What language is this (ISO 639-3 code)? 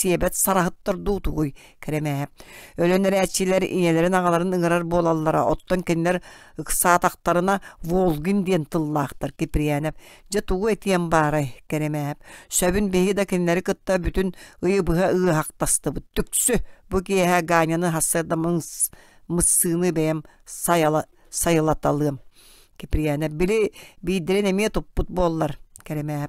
sah